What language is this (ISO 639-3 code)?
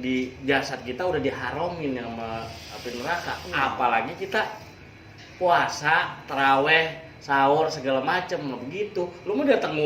bew